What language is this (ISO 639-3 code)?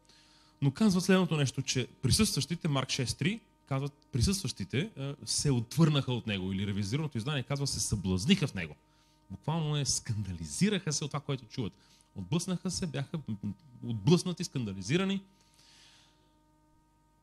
bul